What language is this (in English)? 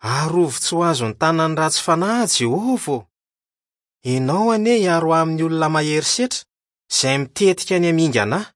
Malagasy